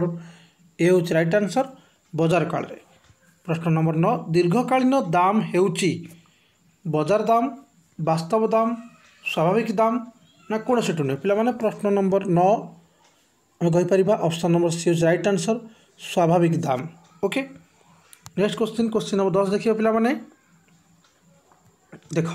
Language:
Odia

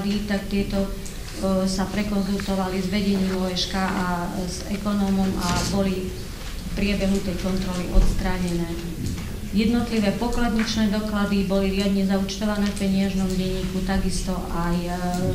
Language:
Slovak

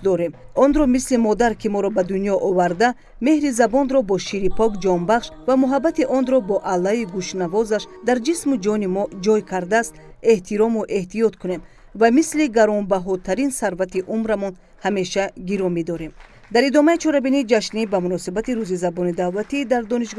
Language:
Tajik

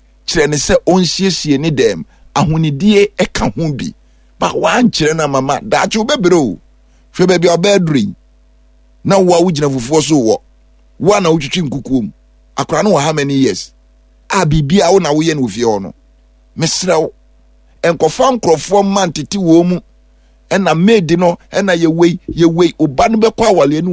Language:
Akan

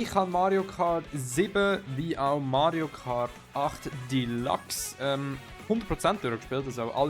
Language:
Swiss German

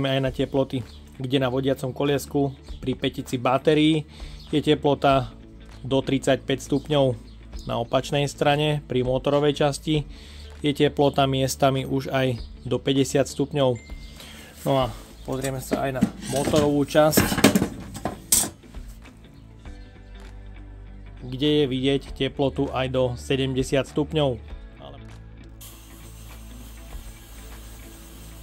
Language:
Slovak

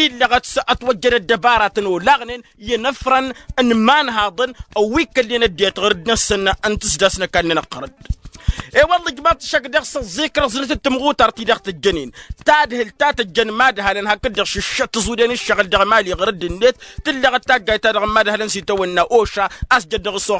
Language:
Tamasheq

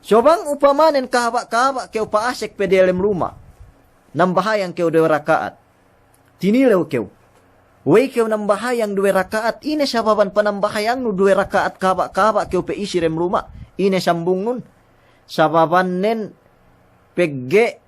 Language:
Yakan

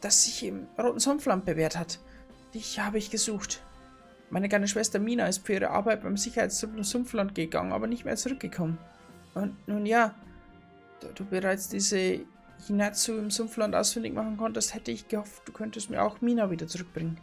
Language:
Bavarian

